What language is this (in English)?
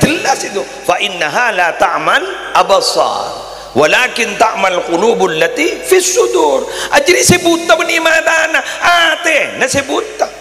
Madurese